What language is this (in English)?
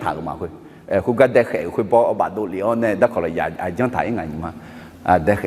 Akha